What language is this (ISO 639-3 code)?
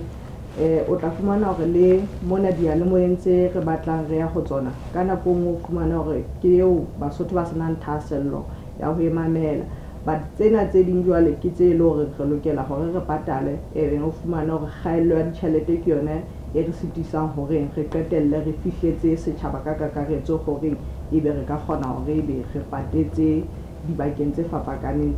sot